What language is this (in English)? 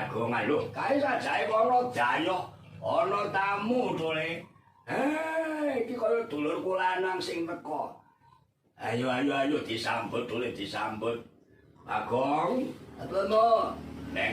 Javanese